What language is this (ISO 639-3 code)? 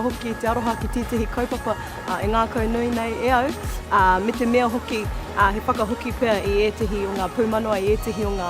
mri